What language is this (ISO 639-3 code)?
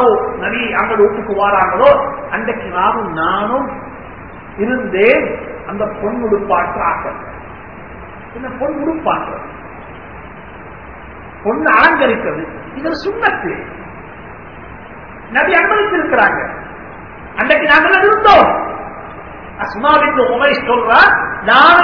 tam